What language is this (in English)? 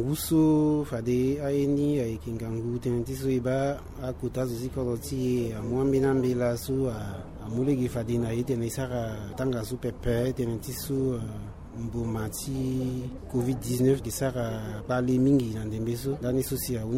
Sango